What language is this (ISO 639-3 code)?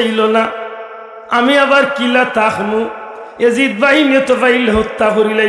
syl